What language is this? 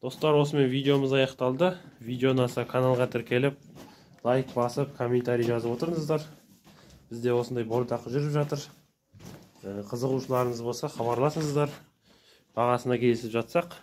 Kazakh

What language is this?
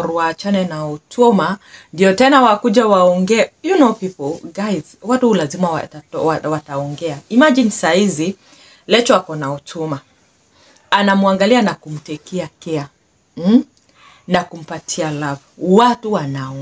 Swahili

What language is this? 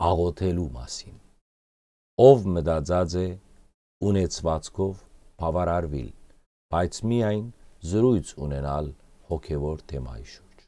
Western Armenian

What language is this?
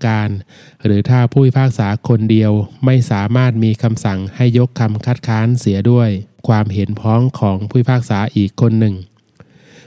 Thai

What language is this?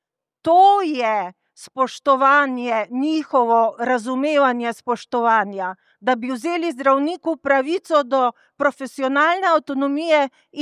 Slovenian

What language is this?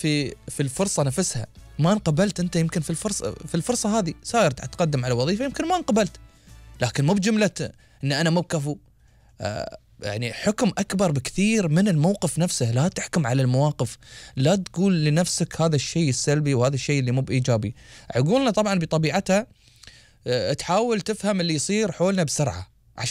Gulf Arabic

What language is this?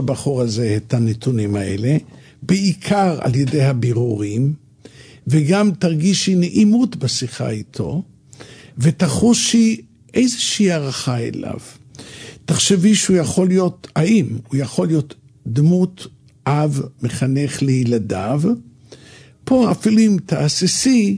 Hebrew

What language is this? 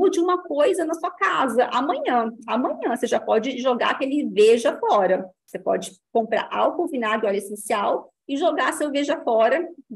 Portuguese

